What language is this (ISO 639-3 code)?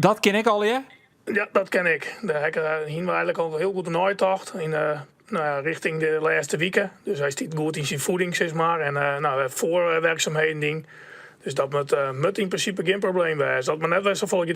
fry